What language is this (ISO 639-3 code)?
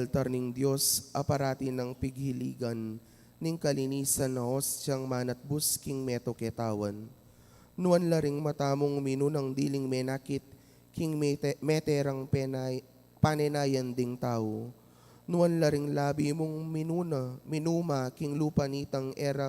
pam